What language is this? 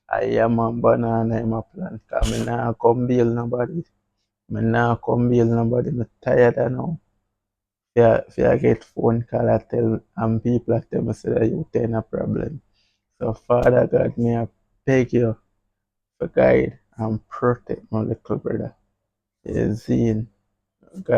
Jamaican Creole English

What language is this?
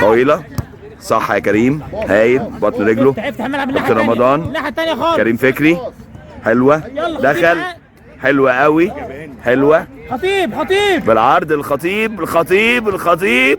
Egyptian Arabic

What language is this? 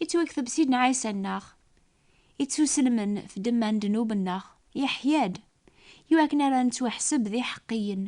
Kabyle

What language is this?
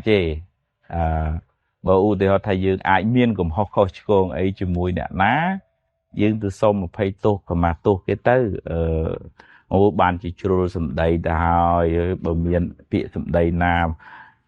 Khmer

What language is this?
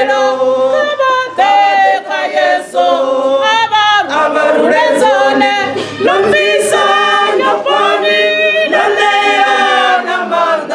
Venda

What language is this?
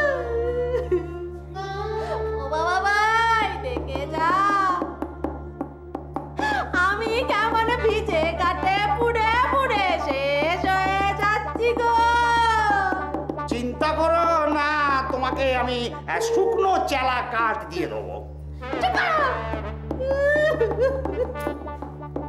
Bangla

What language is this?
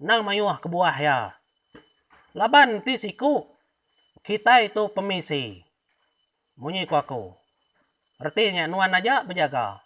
Iban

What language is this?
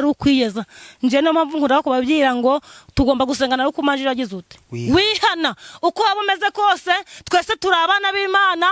Kinyarwanda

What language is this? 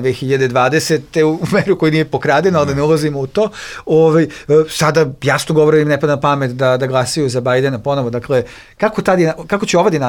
Bosnian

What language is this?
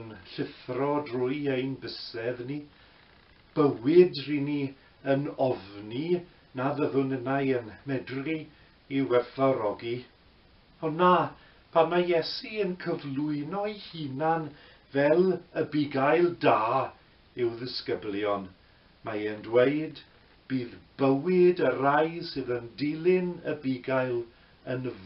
Welsh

